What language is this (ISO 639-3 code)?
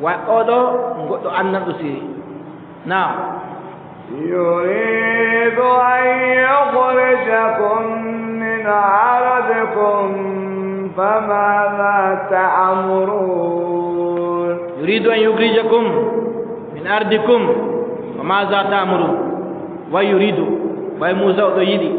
fub